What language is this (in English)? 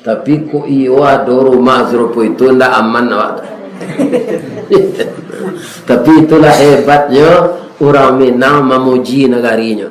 Minangkabau